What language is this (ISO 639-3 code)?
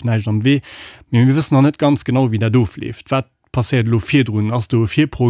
ltz